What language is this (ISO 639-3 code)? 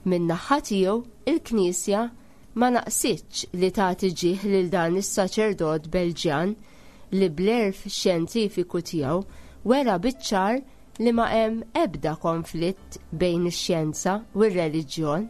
mlt